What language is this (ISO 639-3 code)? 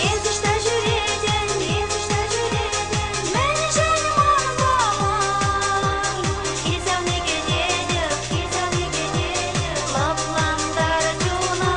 chv